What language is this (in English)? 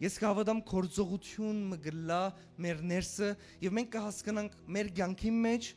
Western Armenian